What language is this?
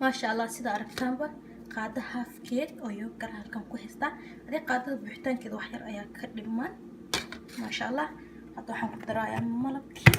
Somali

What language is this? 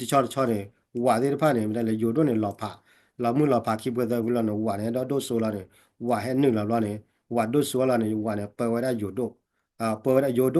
S'gaw Karen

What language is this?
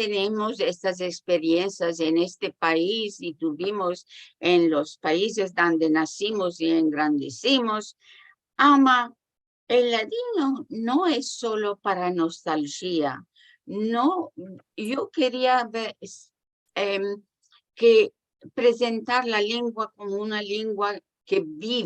Ladino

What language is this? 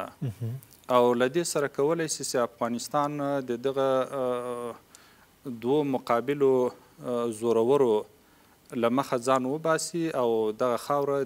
Pashto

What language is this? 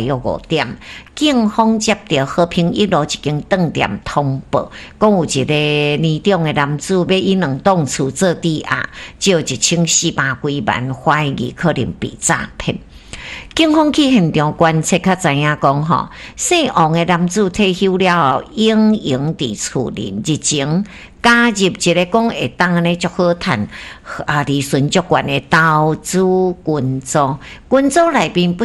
Min Nan Chinese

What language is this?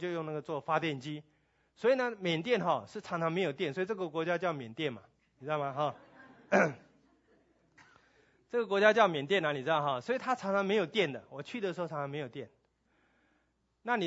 Chinese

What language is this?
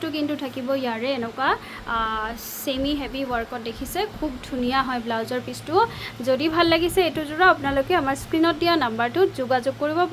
Assamese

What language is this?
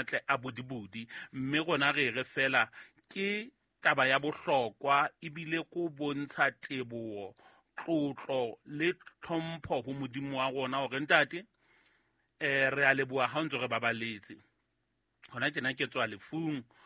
Southern Sotho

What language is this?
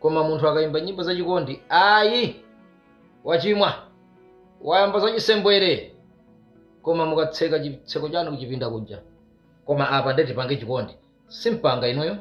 Nyanja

